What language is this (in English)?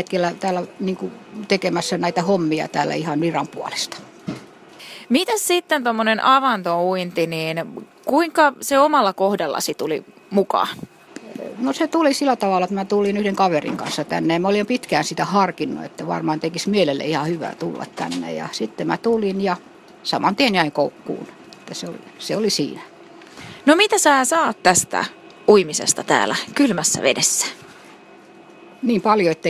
Finnish